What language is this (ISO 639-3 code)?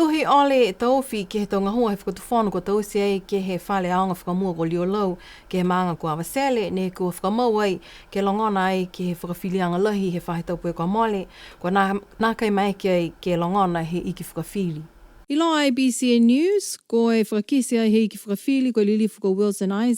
niu